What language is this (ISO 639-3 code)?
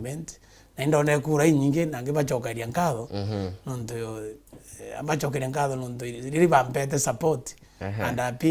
mer